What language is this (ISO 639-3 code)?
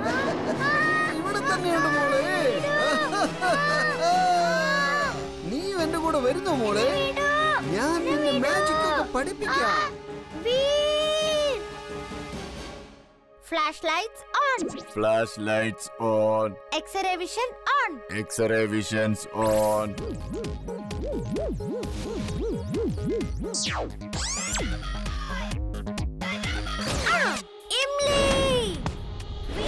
mal